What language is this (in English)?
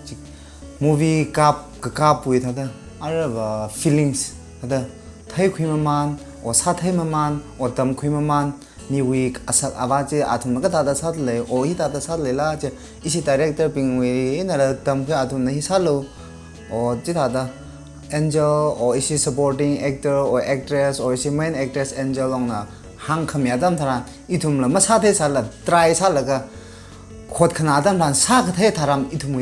Tangkhul Naga (India)